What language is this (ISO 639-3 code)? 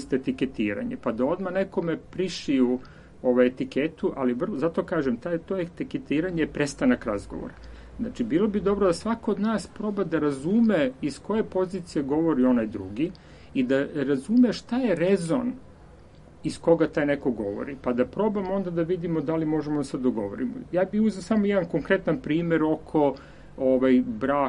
srp